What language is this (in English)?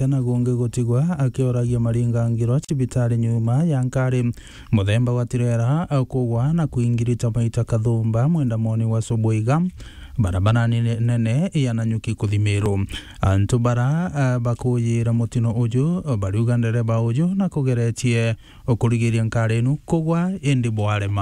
Meru